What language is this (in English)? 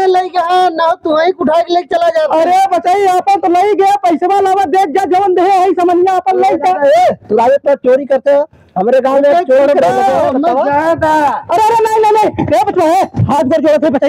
Awadhi